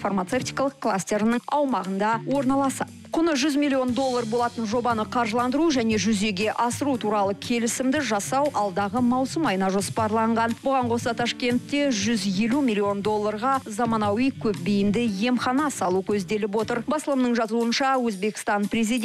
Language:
Kazakh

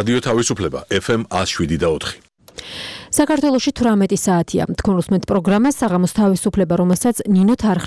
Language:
Georgian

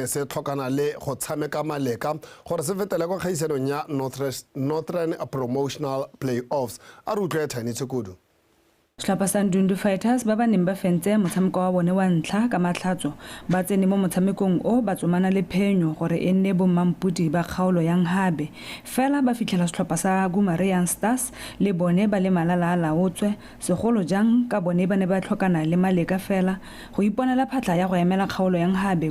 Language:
Tswana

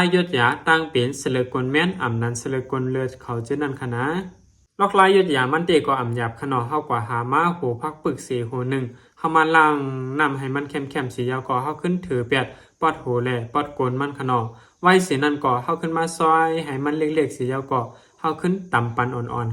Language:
Shan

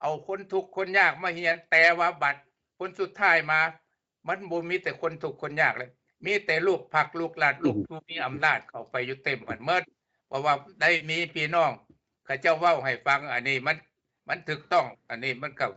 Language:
Lao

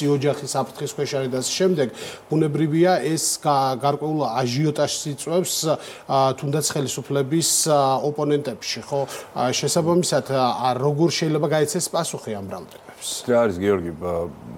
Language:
Georgian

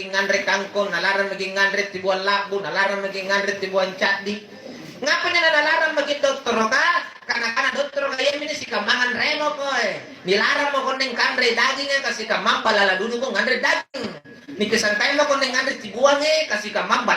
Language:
Makasar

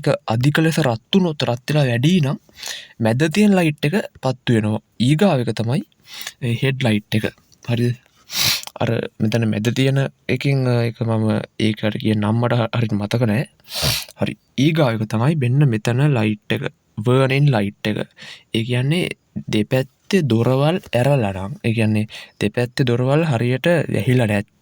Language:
Sinhala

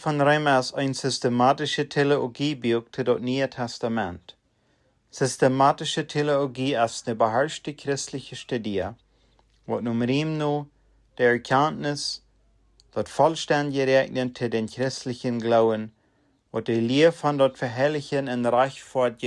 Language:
Plautdietsch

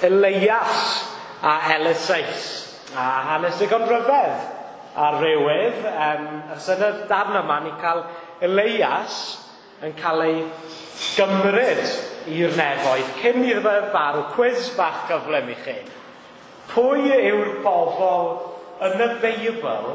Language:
Welsh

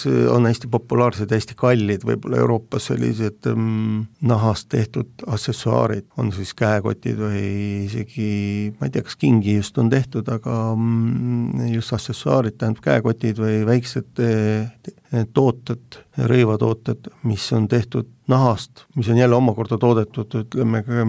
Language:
Estonian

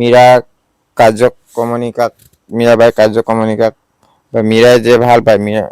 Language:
Assamese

